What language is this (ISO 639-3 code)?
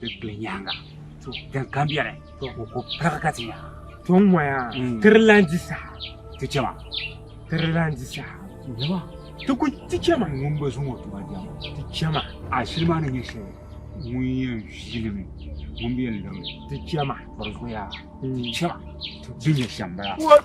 dag